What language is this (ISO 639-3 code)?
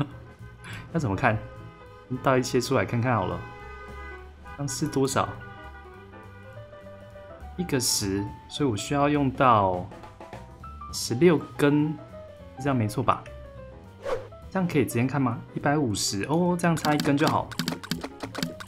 zho